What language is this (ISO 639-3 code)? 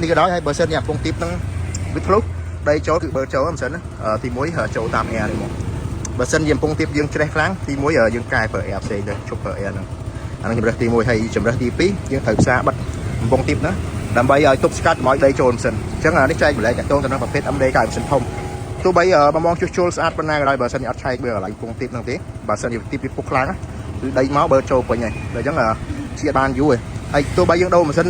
khm